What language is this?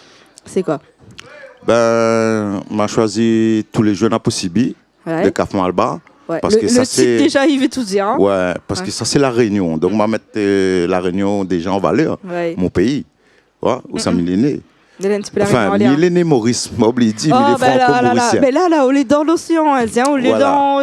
Réunion Creole French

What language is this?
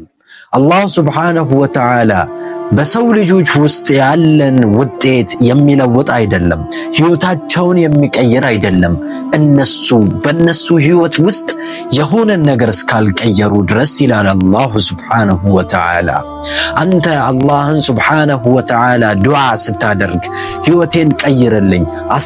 Amharic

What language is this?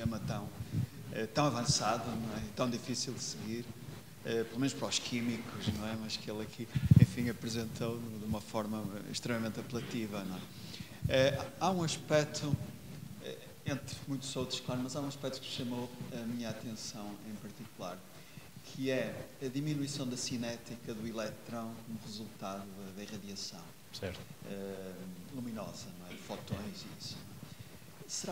Portuguese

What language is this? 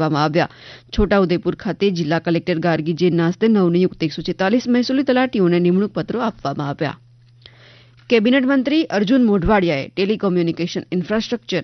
Gujarati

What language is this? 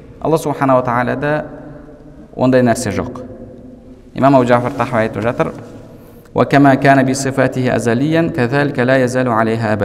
Kazakh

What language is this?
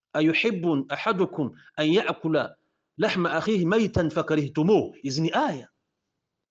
Kinyarwanda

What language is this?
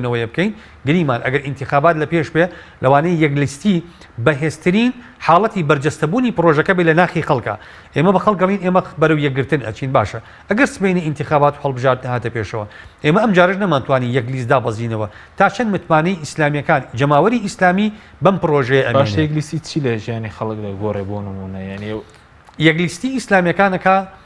Central Kurdish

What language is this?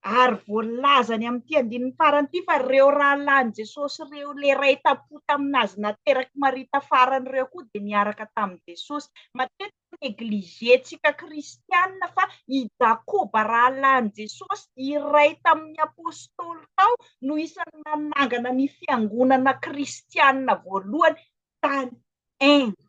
Malagasy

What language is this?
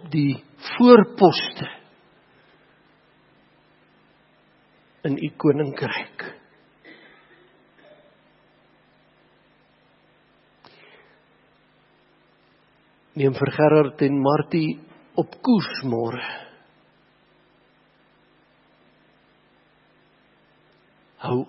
Afrikaans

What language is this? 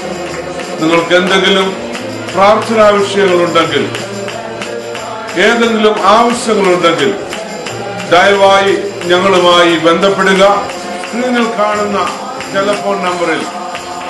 Malayalam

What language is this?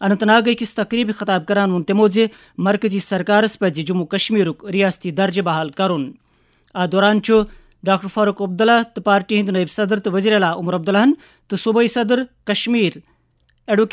Kashmiri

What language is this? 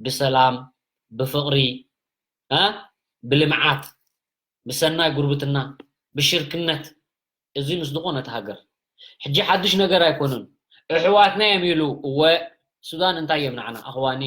Tigrinya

